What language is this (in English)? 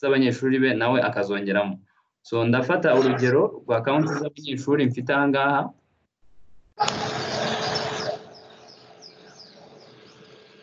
Kinyarwanda